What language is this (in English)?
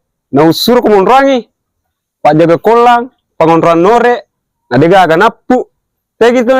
Buginese